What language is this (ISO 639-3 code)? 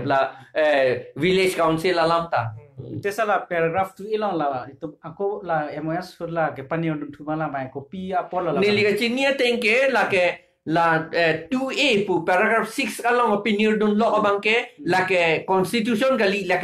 mjw